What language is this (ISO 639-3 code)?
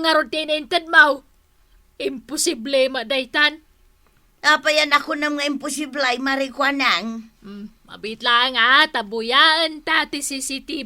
ilo